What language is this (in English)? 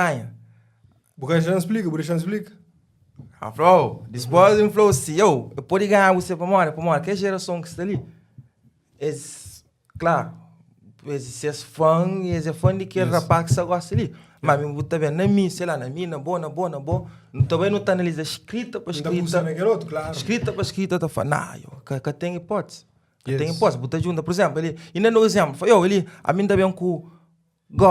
Kabuverdianu